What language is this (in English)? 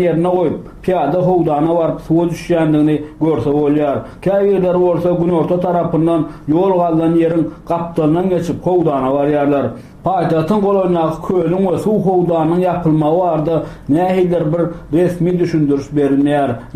Turkmen